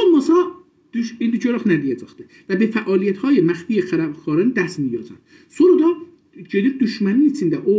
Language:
South Azerbaijani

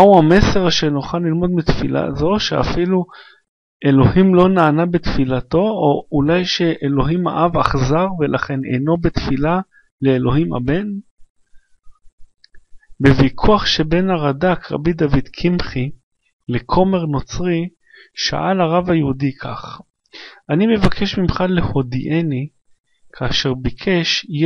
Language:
Hebrew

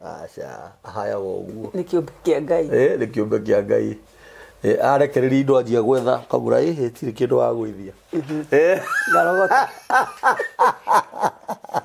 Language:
Kikuyu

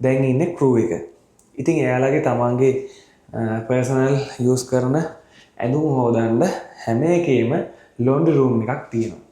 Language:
Sinhala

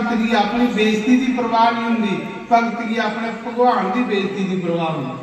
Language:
Dogri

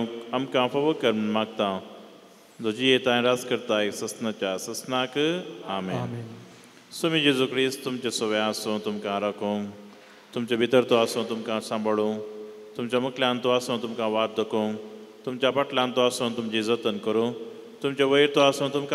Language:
Konkani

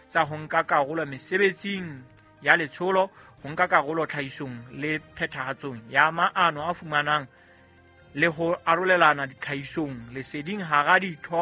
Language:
Southern Sotho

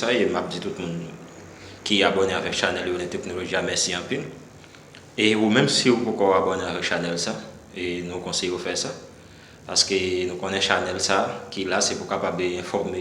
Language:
Haitian Creole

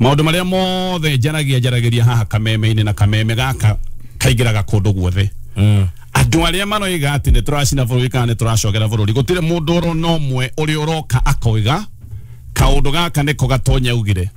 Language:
Kikuyu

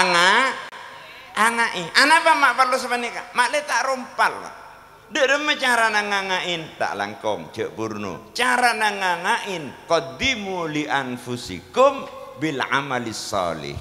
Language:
Madurese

